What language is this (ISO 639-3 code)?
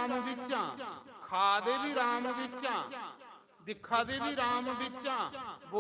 doi